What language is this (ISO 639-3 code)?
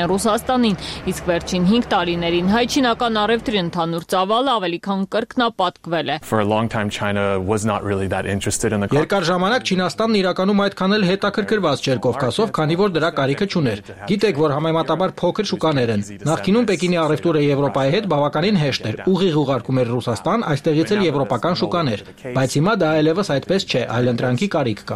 hye